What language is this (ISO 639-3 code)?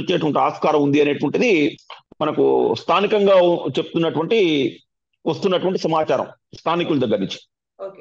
tel